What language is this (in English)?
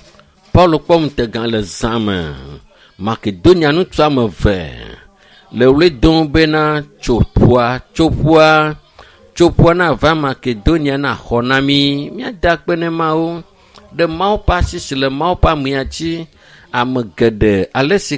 Ewe